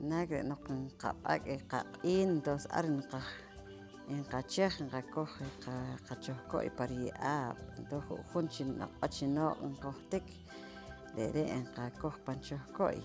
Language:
Poqomchi'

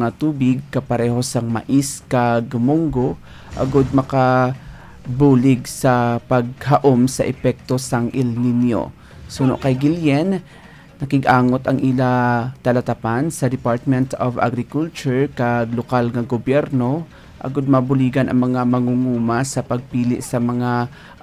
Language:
Hiligaynon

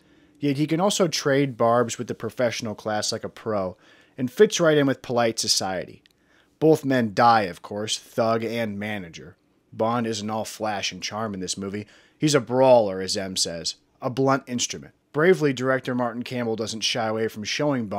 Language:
English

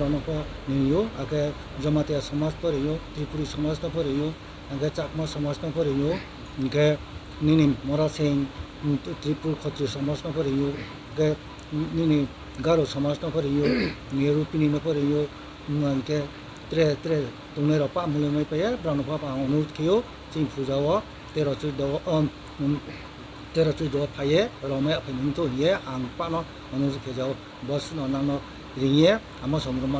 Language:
Riang (India)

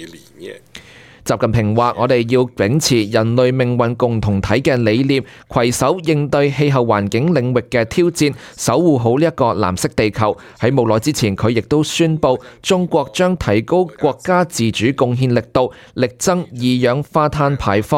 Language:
Cantonese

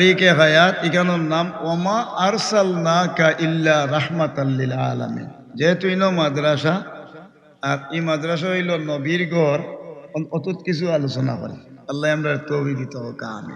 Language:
Sylheti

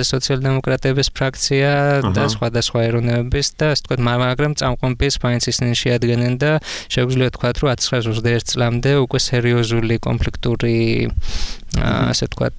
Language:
Georgian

